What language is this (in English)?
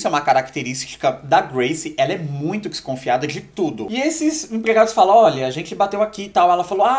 Portuguese